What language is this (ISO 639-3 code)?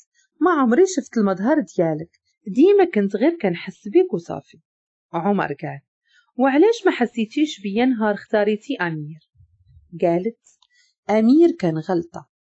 ary